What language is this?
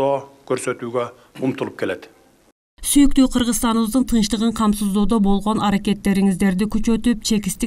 Kyrgyz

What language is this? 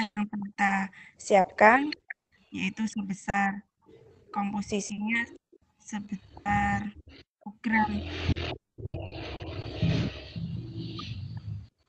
Indonesian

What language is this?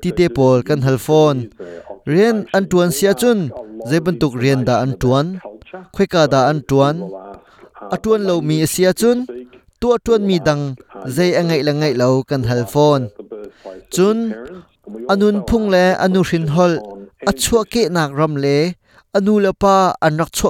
Hakha Chin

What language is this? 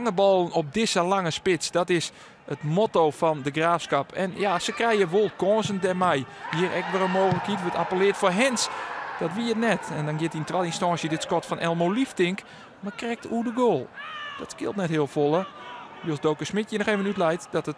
Western Frisian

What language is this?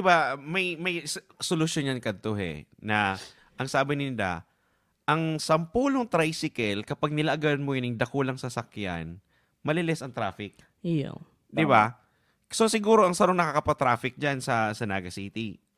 Bikol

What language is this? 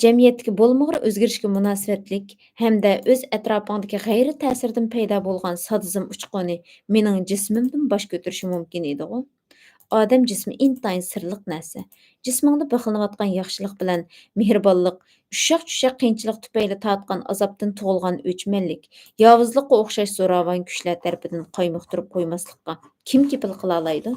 Uyghur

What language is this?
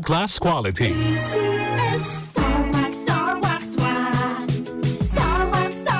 Bikol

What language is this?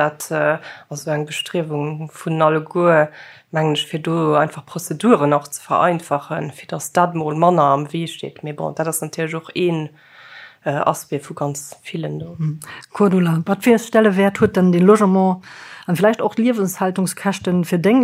Luxembourgish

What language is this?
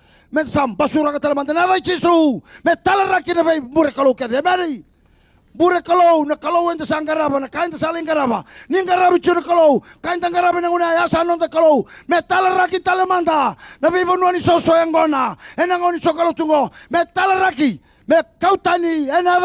Fijian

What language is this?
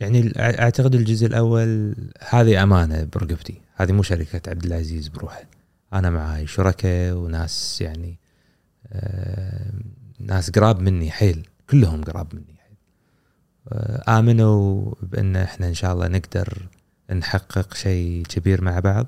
Gulf Arabic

